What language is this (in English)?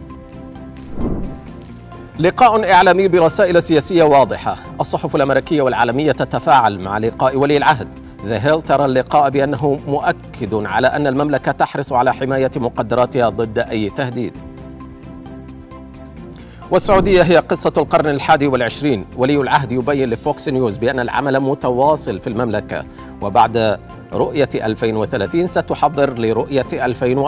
Arabic